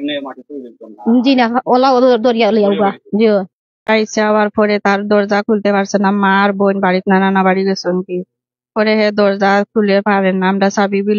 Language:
Sylheti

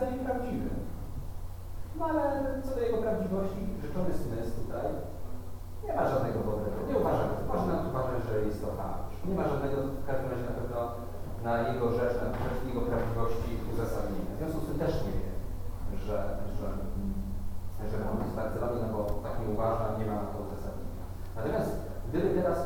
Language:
Polish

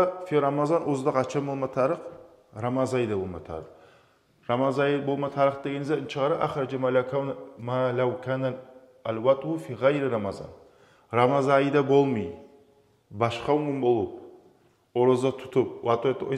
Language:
Kumyk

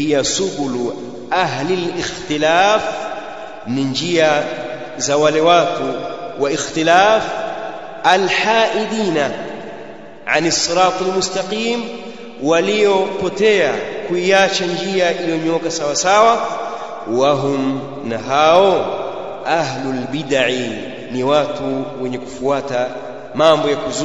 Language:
Swahili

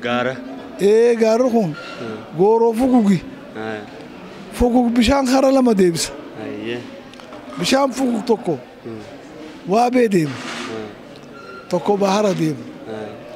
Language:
Oromo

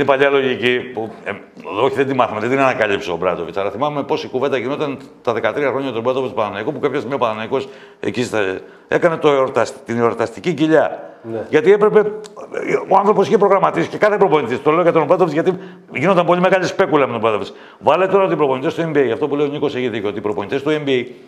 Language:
Greek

